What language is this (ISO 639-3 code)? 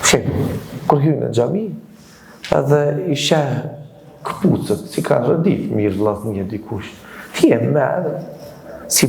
sqi